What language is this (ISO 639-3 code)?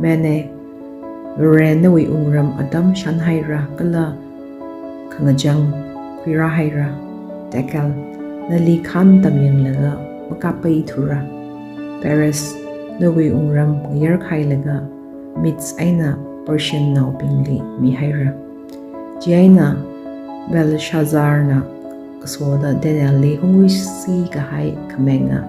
nmf